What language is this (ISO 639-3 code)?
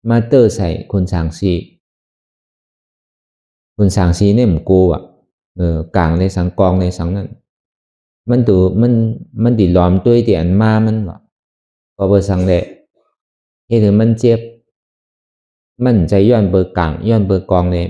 shn